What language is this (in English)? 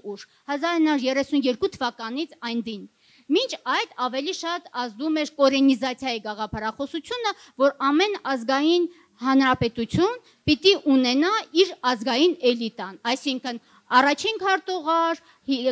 Armenian